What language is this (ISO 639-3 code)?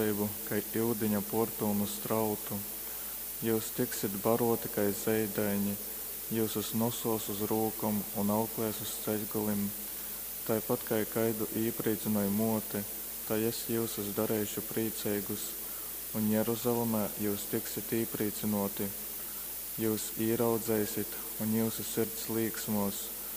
ltg